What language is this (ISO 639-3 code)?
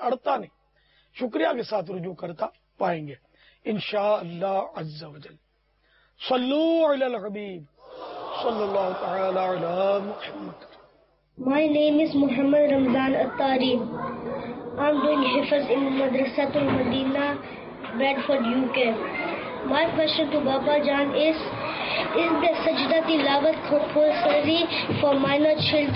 urd